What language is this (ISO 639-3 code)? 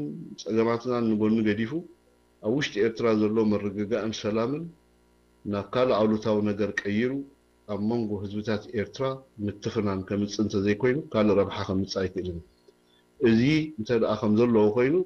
tir